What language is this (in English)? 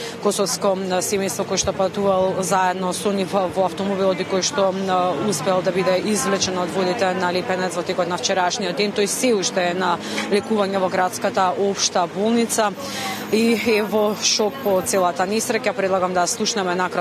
Macedonian